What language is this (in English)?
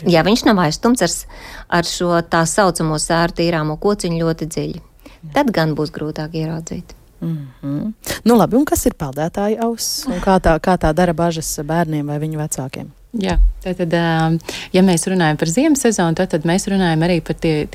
Latvian